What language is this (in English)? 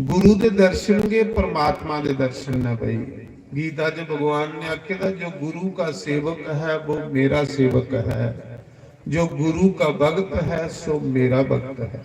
Dogri